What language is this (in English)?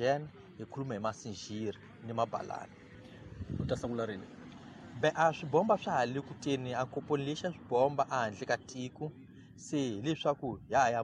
Tsonga